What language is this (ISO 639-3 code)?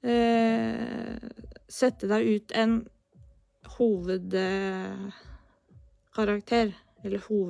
nor